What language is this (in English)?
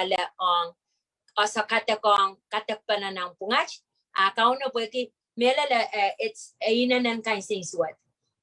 Pohnpeian